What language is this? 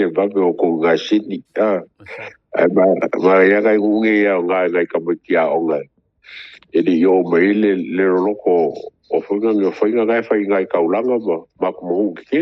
Samoan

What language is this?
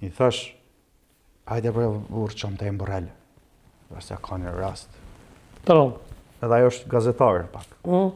Albanian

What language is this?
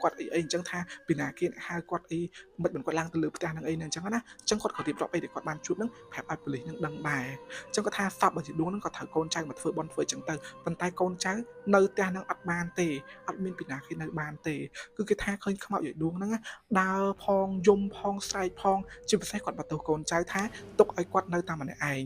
Khmer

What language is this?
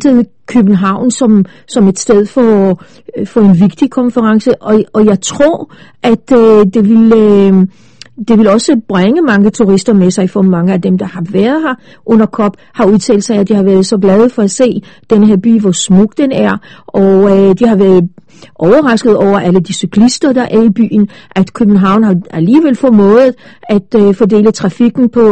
Danish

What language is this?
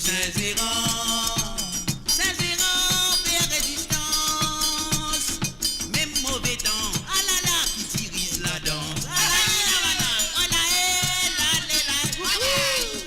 Morisyen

